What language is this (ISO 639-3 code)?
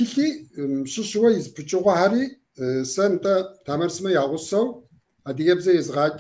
kbd